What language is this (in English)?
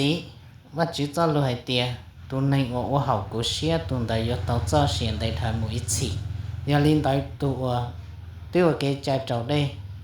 Hmong